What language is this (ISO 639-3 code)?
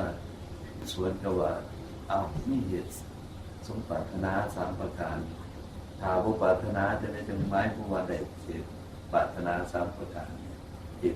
tts